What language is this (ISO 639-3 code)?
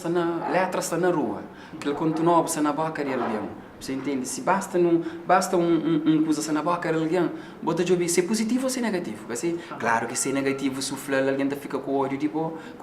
kea